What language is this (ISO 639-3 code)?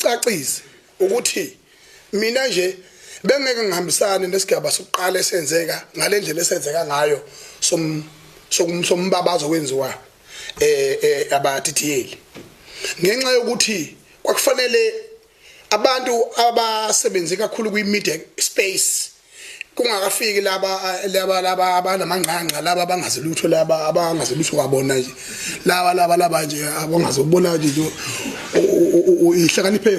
zul